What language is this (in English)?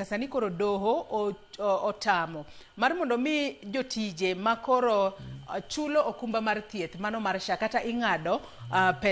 Luo (Kenya and Tanzania)